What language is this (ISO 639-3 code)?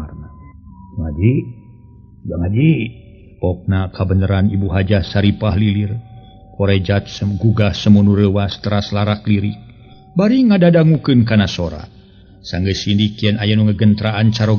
sun